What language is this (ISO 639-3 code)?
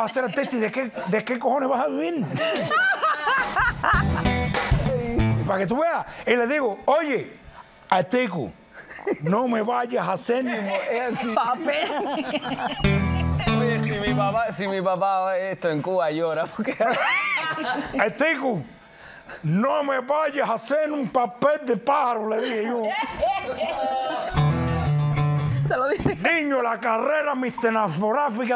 spa